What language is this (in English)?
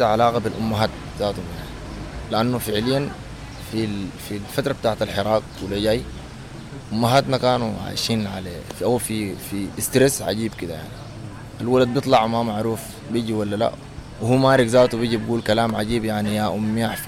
Sudanese Arabic